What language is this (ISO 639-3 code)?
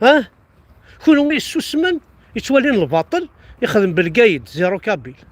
kab